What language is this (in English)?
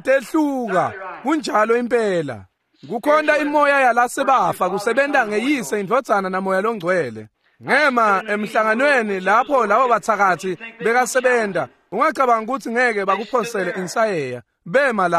Swati